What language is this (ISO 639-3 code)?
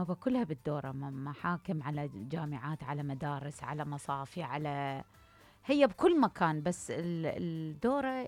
acm